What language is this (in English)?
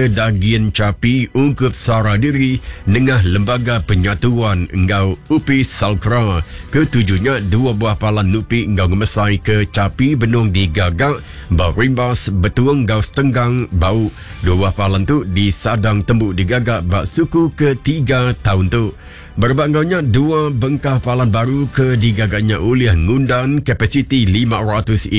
Iban